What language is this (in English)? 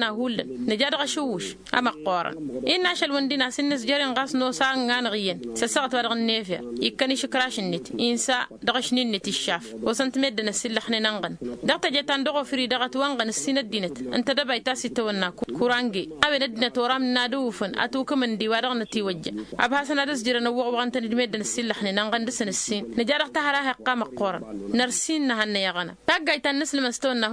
Tamasheq